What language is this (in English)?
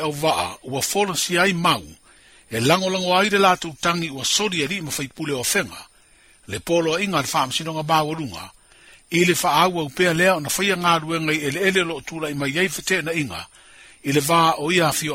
Samoan